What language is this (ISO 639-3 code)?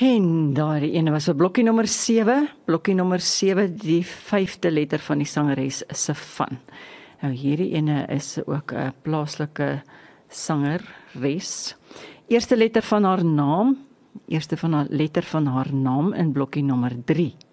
afr